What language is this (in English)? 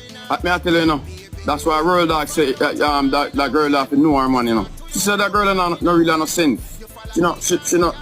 Jamaican Creole English